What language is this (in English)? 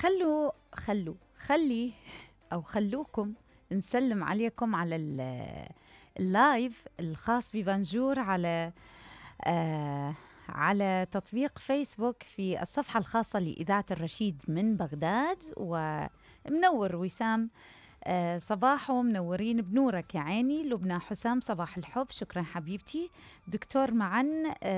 Mesopotamian Arabic